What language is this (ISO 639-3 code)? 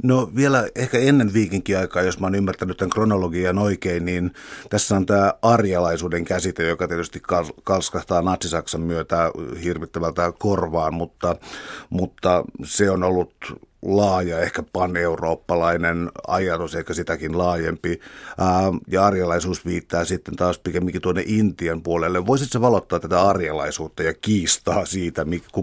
fin